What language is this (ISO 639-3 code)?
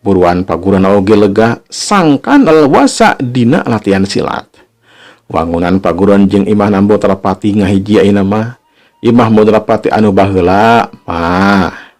sun